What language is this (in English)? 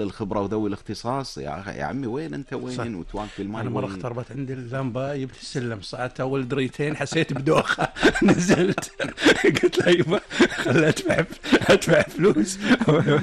Gulf Arabic